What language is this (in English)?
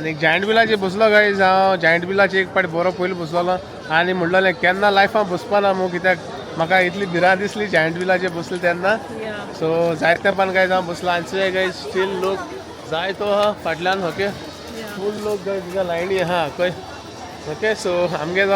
Konkani